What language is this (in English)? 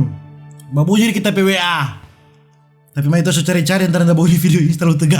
Manado Malay